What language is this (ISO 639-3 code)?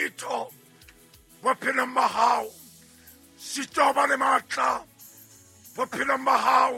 sot